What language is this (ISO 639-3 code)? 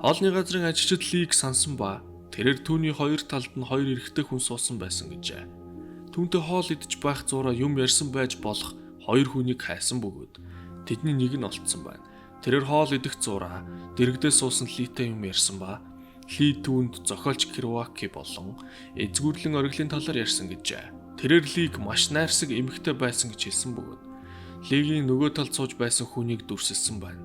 mon